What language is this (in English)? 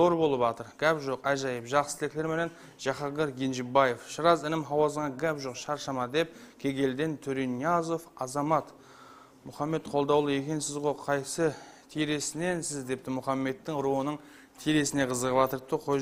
Kara-Kalpak